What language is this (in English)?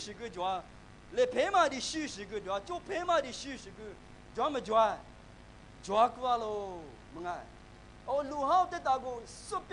Lisu